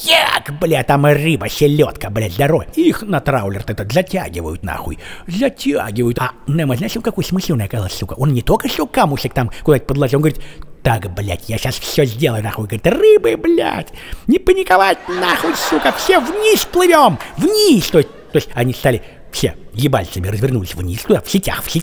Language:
Russian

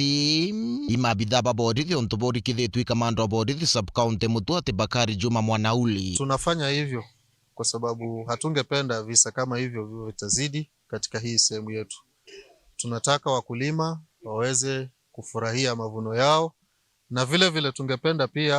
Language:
Meru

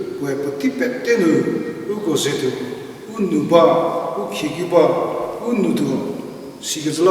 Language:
Angami Naga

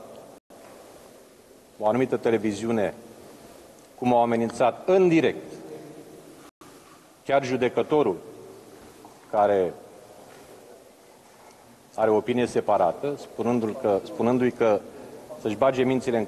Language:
Romanian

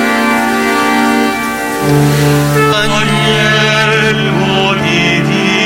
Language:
Italian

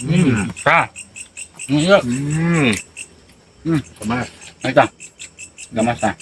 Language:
Sundanese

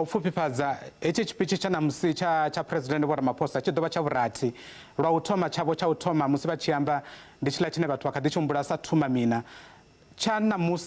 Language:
Venda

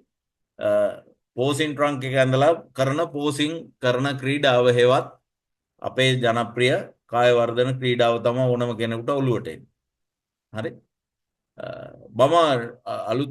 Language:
Sinhala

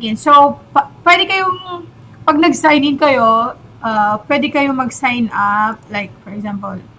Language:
Filipino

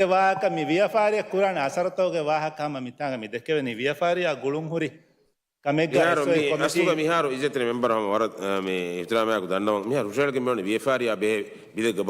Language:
Divehi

